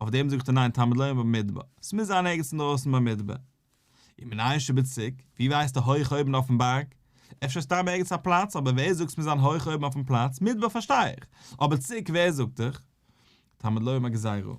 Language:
Yiddish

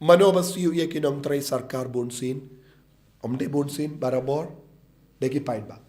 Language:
Khasi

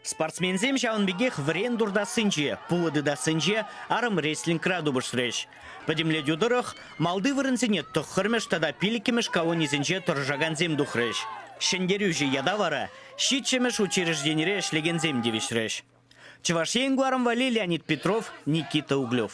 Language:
Chuvash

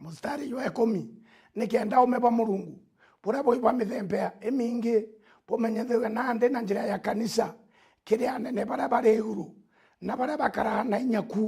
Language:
Meru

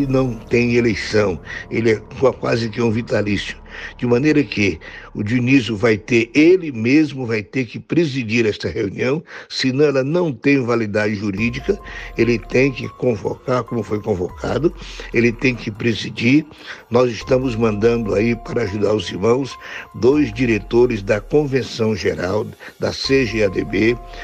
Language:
Portuguese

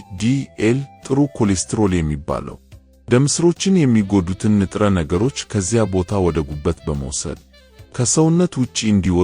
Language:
Amharic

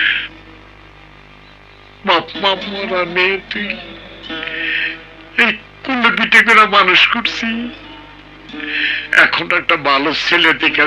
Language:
Bangla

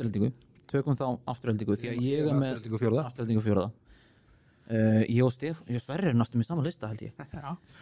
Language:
Icelandic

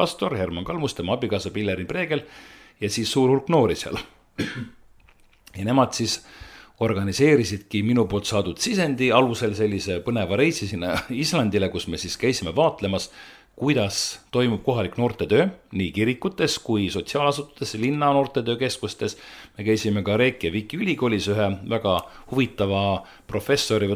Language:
Estonian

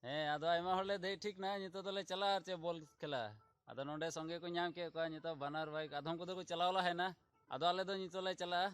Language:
Santali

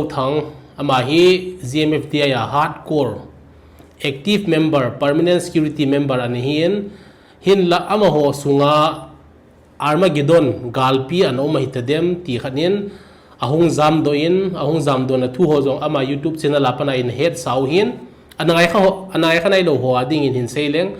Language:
Thado Chin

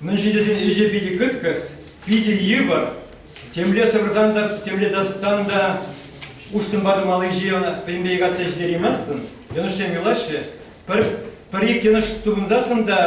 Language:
Chuvash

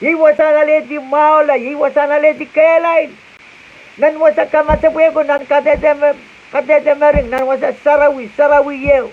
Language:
Pohnpeian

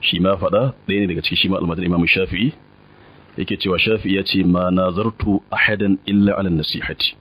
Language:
Hausa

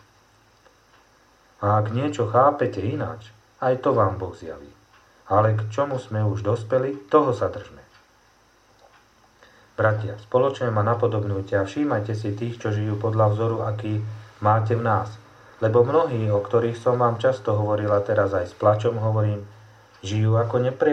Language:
Slovak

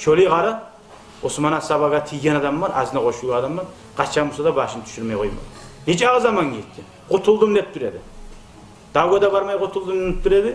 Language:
Kumyk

